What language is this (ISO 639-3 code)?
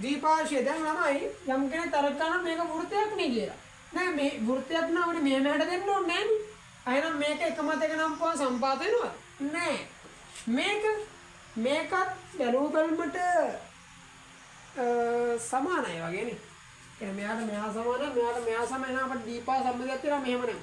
sin